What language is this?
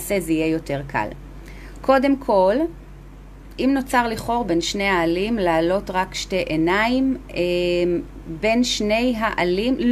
Hebrew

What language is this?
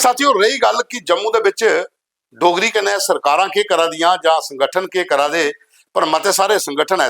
Dogri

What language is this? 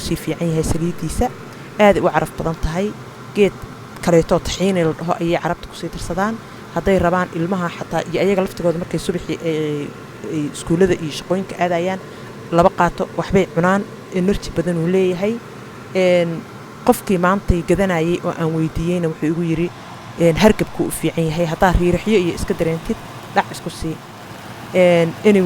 Somali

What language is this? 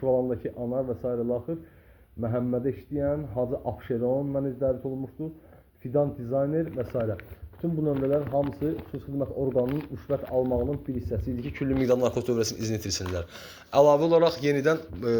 Azerbaijani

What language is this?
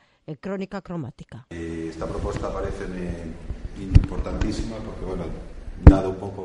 Galician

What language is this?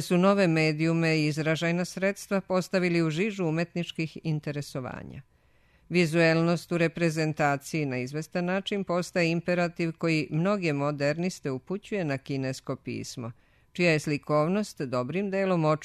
Serbian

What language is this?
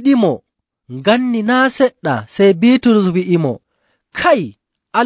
Nigerian Fulfulde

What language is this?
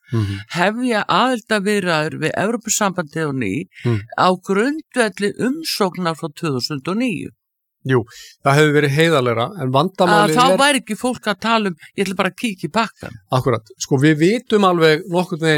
Icelandic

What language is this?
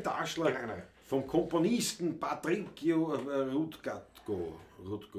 Bavarian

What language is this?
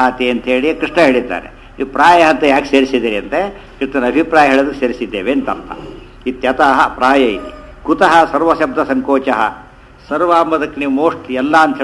Kannada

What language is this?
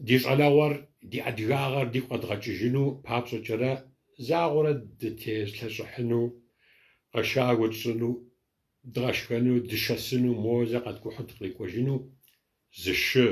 Kabardian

